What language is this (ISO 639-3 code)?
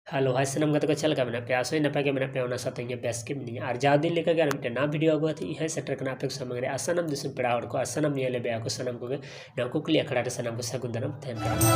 sat